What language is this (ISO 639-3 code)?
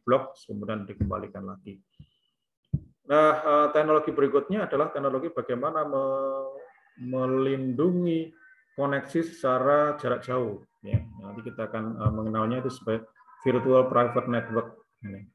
ind